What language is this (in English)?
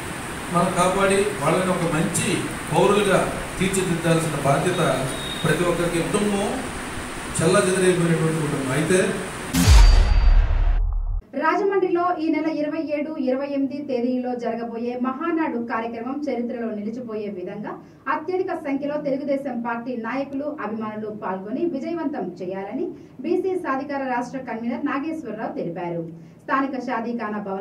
Telugu